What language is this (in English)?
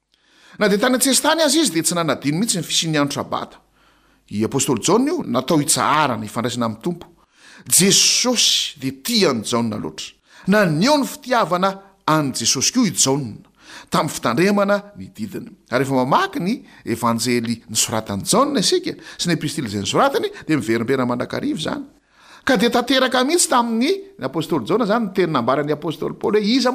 Malagasy